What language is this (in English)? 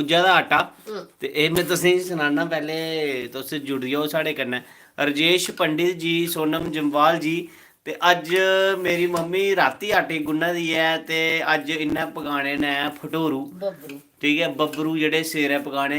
Dogri